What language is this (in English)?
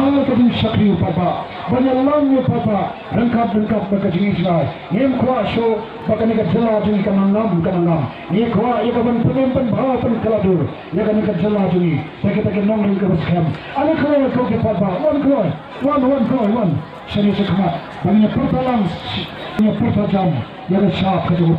Khasi